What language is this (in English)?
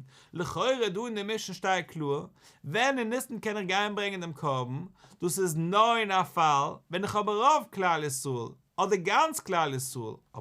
Yiddish